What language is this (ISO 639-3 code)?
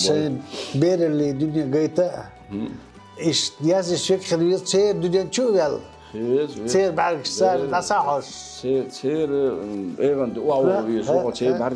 che